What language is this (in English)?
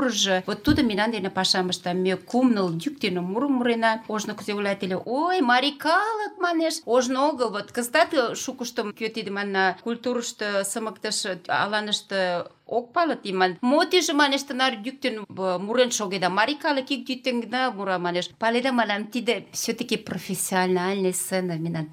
Mari